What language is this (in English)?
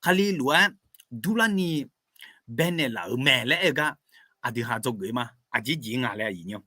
Akha